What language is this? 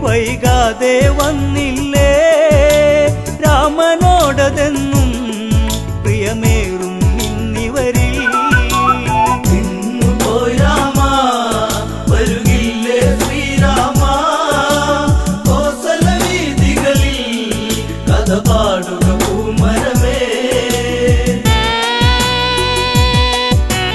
Malayalam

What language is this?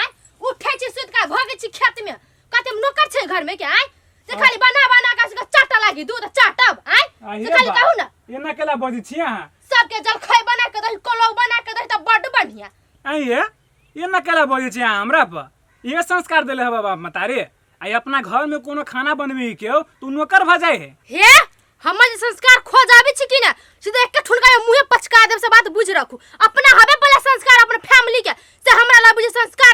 Maithili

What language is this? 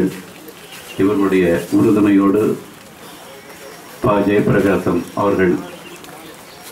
Tamil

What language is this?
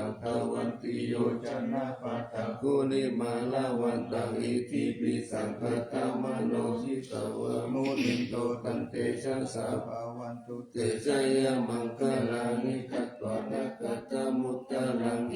Pali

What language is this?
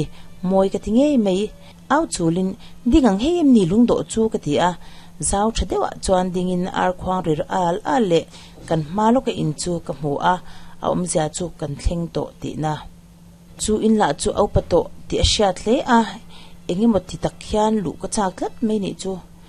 Mizo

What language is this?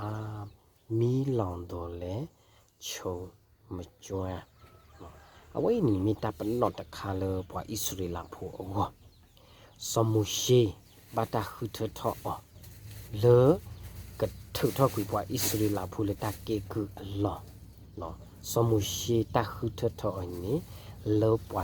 S'gaw Karen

